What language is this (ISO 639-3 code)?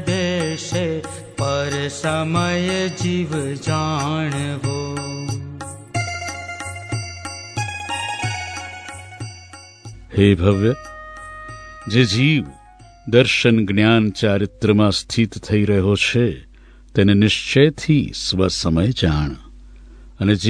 guj